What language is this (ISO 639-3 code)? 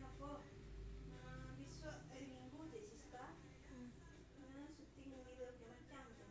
min